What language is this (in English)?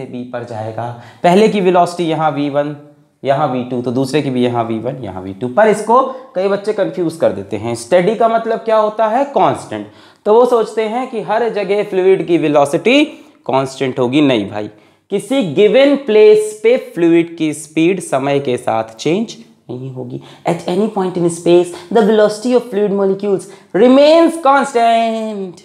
Hindi